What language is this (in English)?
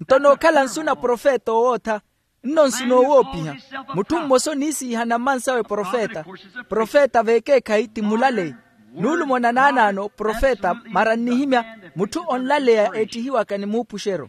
Makhuwa